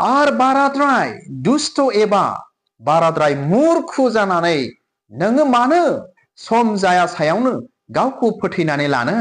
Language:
Bodo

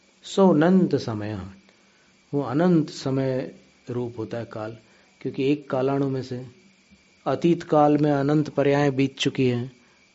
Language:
Hindi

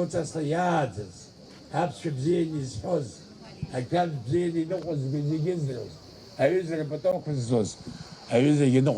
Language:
Abkhazian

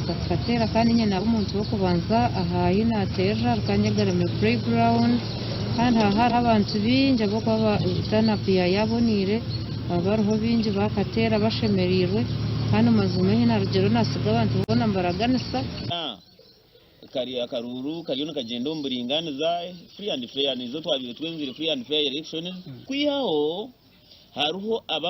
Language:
Nyankole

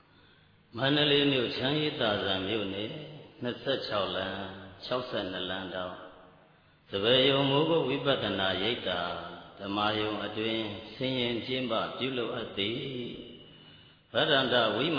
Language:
Burmese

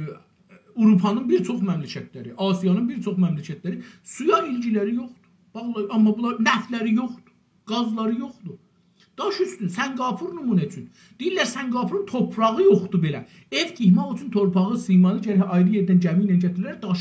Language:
South Azerbaijani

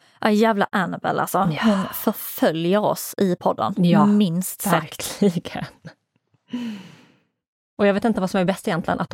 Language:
Swedish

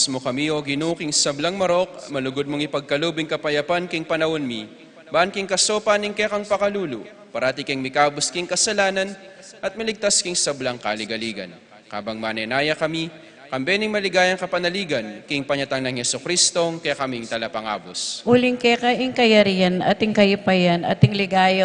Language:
Pampanga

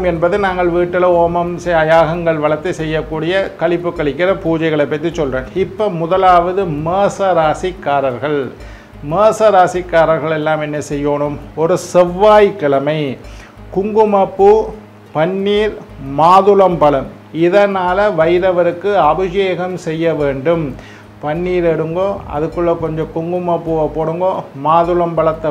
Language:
Tamil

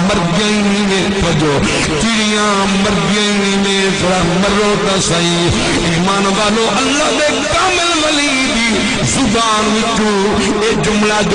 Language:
Saraiki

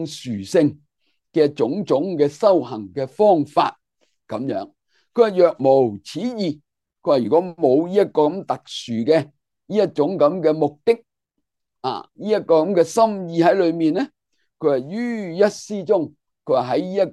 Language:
Cantonese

